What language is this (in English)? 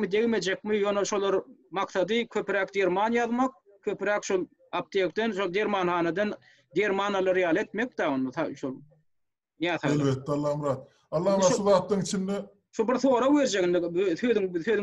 Turkmen